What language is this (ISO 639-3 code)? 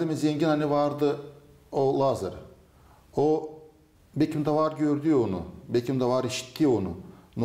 gag